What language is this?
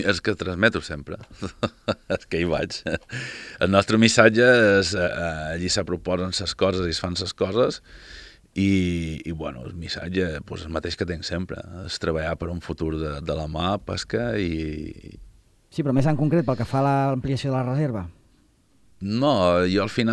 Catalan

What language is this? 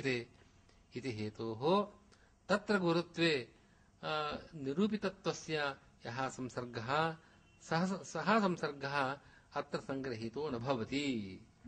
Sanskrit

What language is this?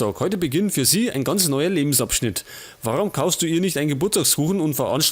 Bavarian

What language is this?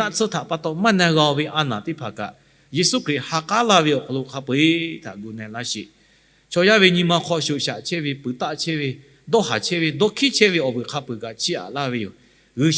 Lahu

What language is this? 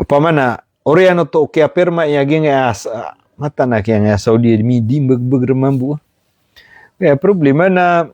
Maranao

